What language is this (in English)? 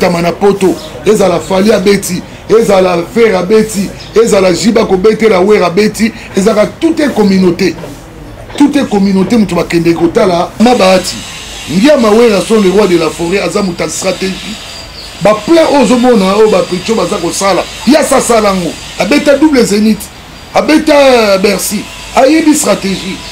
Lingala